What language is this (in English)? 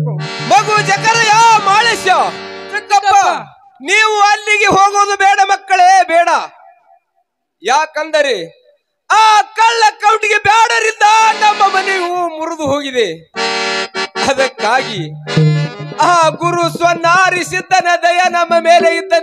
Kannada